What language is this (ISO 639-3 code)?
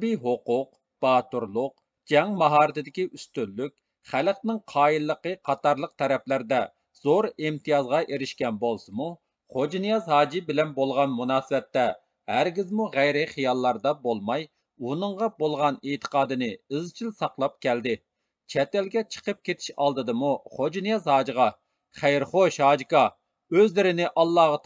uig